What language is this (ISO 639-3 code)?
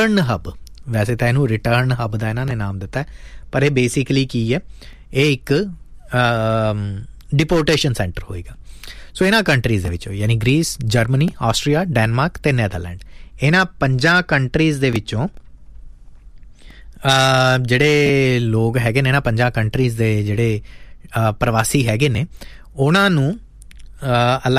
pan